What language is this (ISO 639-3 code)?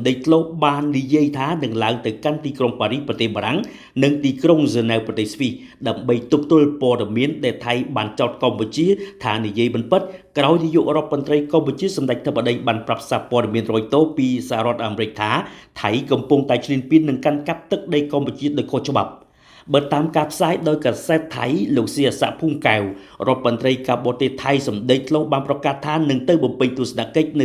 khm